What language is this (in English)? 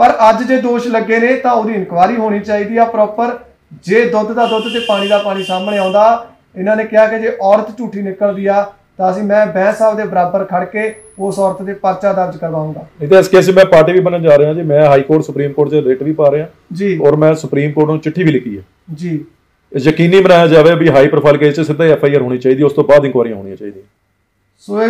Punjabi